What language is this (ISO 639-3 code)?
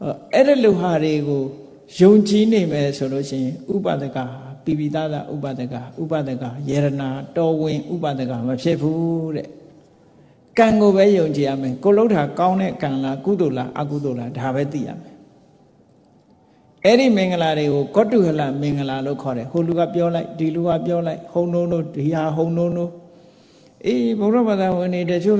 mya